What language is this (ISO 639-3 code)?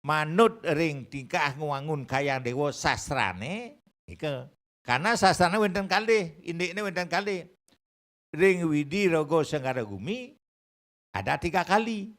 ban